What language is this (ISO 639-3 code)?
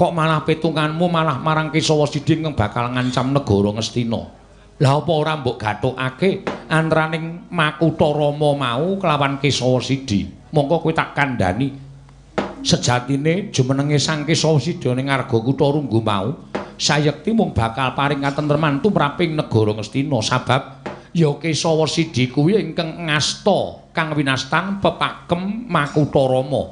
jav